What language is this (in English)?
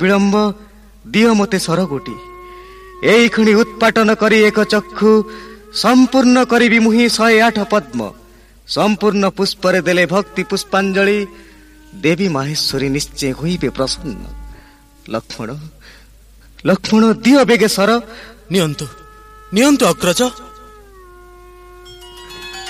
Odia